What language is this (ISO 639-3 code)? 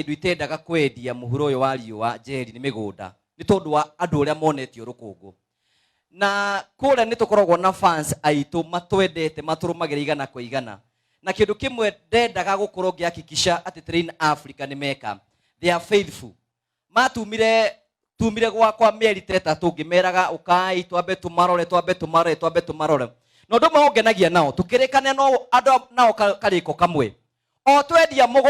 kik